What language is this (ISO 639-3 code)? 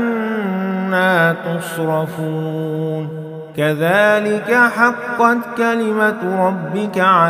ara